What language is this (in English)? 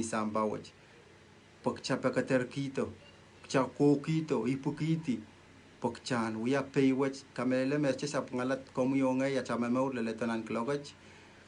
Pohnpeian